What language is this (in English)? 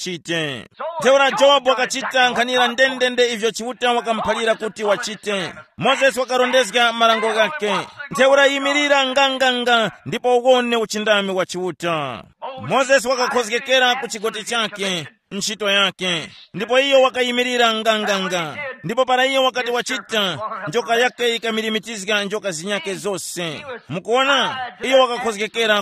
Tumbuka